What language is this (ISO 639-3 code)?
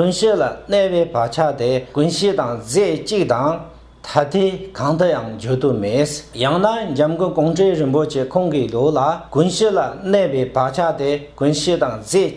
bod